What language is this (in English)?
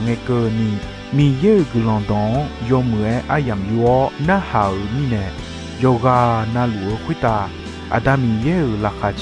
Akha